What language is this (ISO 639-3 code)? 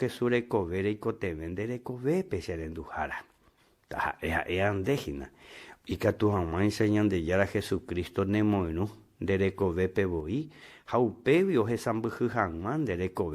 grn